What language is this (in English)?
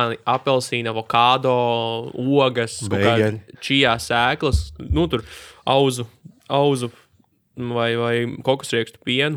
Latvian